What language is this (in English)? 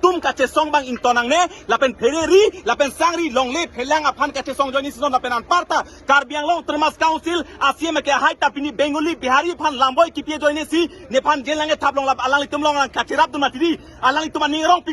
Karbi